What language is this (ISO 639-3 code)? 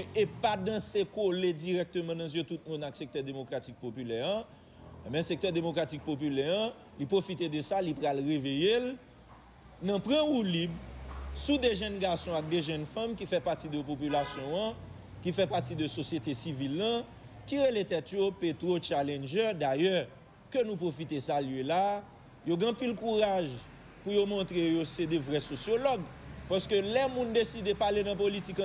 hat